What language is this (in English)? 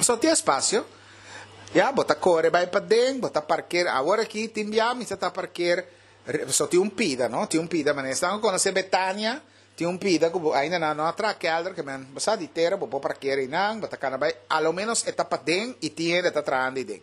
Papiamento